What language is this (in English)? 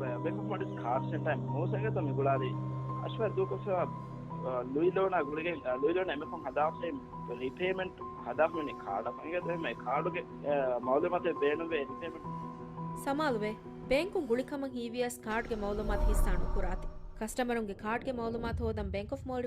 Divehi